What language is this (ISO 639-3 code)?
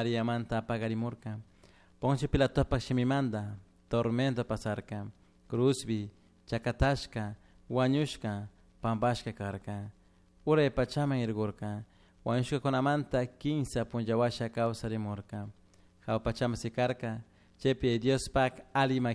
qug